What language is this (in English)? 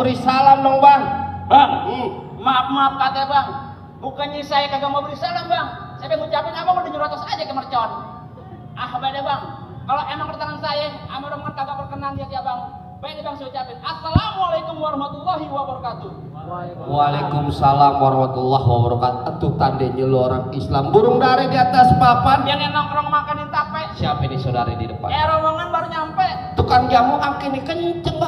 Betawi